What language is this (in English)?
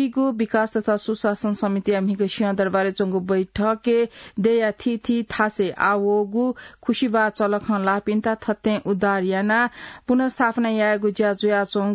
Newari